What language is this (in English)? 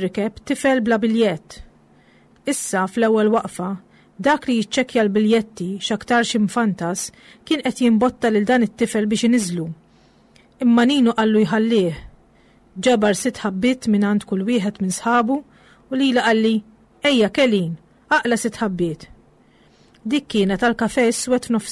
Maltese